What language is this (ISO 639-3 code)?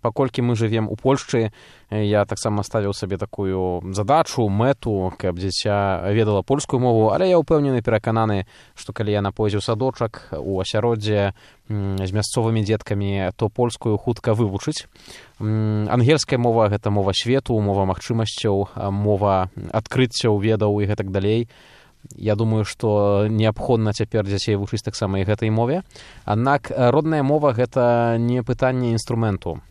bel